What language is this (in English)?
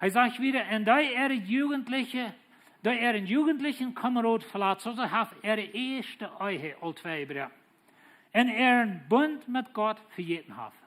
Plautdietsch